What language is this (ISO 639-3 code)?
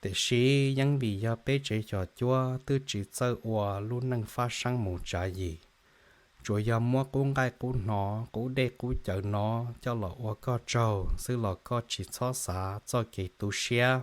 hmn